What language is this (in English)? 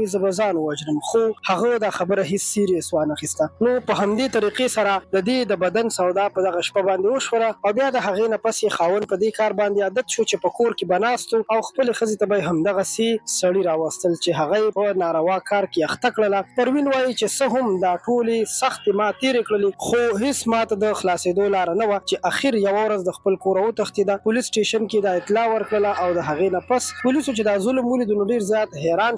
Pashto